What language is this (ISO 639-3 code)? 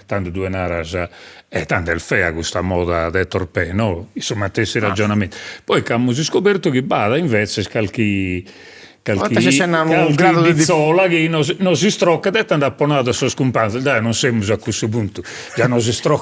srd